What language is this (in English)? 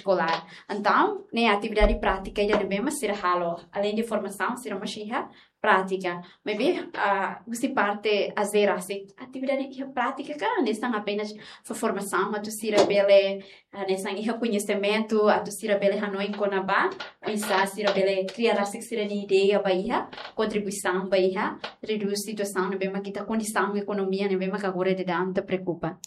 Tetum